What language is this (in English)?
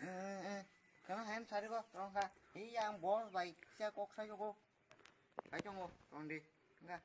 Kok Borok